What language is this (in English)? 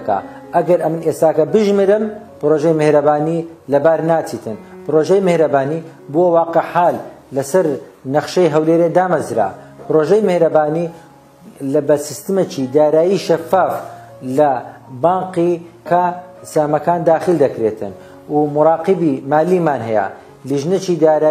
Central Kurdish